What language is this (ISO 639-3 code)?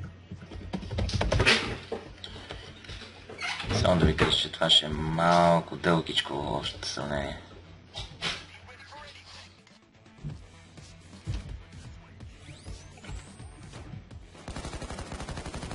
bul